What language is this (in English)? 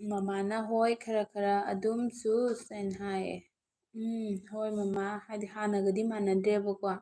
Manipuri